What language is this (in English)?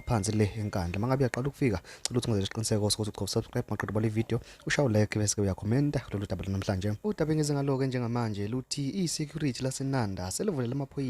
Zulu